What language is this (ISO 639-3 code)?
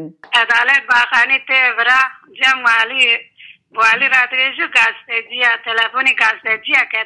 kur